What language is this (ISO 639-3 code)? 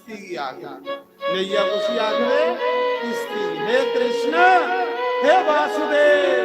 doi